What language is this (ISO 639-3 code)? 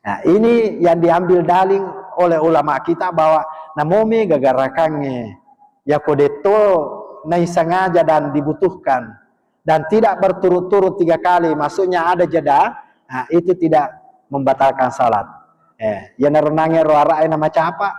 bug